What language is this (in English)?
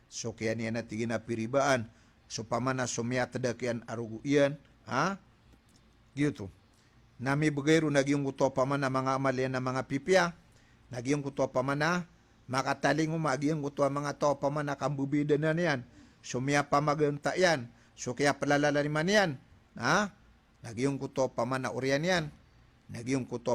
Maranao